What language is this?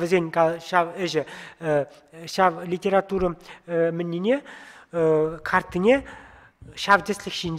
Chuvash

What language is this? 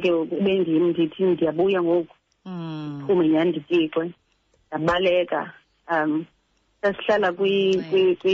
Xhosa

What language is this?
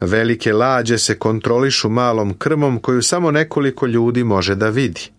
Serbian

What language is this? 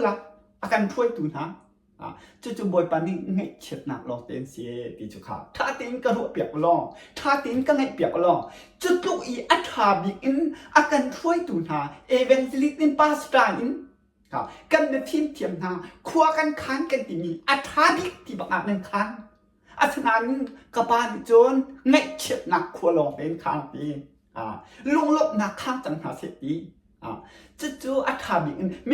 Hakha Chin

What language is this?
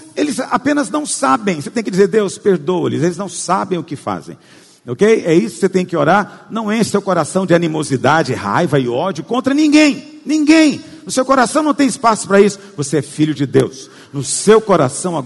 Portuguese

